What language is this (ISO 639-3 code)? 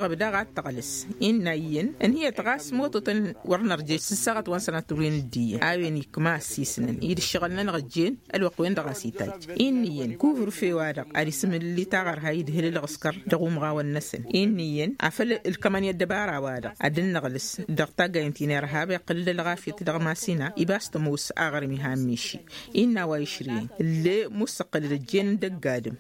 taq